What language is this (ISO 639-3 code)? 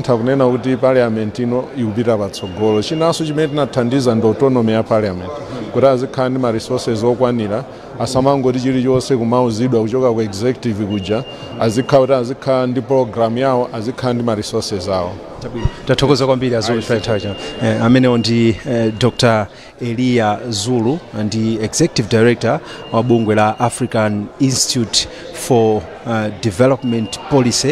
nya